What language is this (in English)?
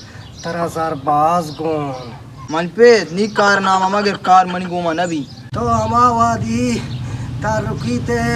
Baluchi